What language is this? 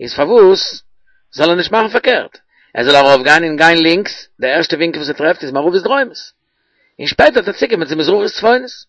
Yiddish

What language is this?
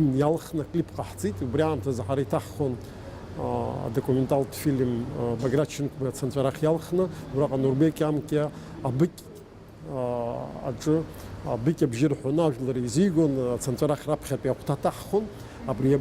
Abkhazian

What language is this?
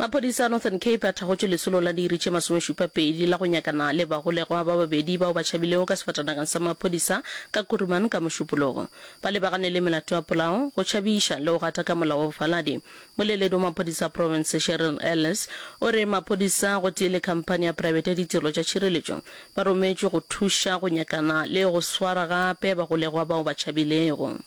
Northern Sotho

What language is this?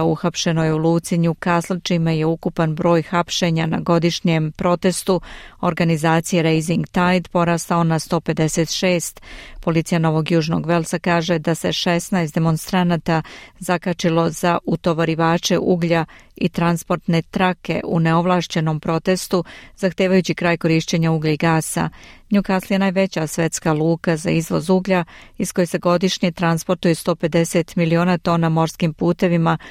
Serbian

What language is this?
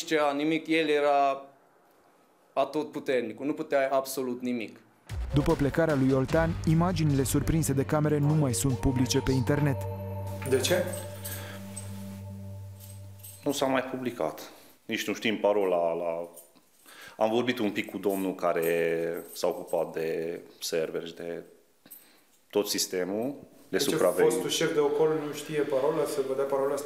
Romanian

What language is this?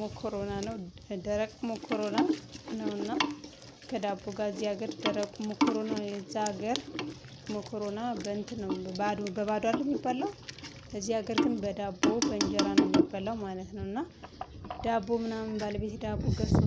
Amharic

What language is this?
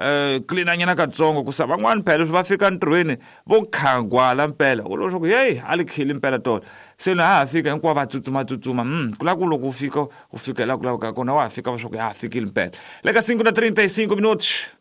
Tsonga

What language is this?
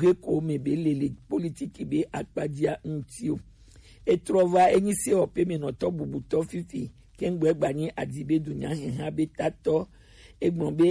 Gen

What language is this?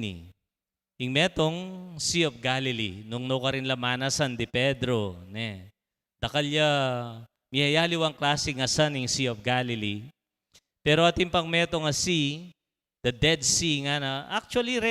Pampanga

